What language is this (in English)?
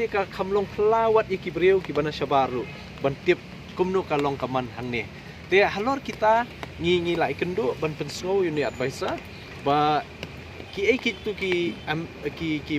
Khasi